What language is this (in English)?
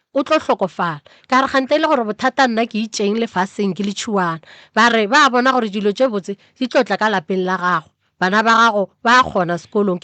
Northern Sotho